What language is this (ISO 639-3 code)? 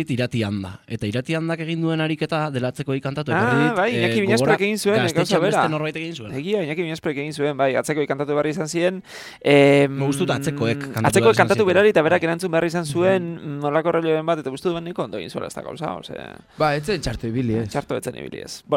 eus